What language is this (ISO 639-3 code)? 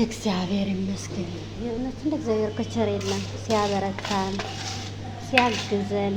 amh